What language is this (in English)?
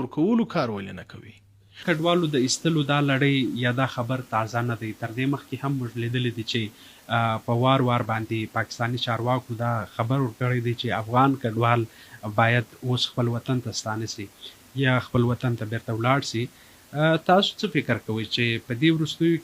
Pashto